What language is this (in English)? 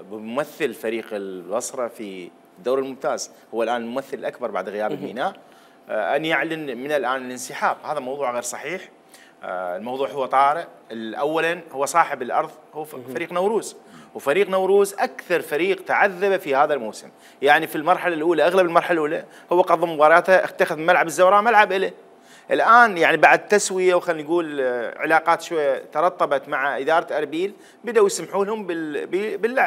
Mesopotamian Arabic